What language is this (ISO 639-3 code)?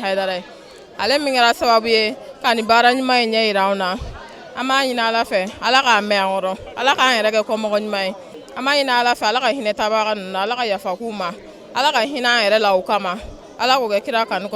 bam